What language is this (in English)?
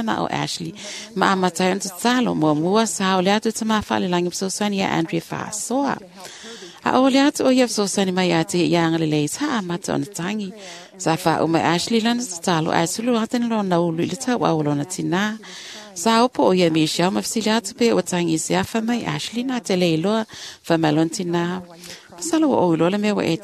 Samoan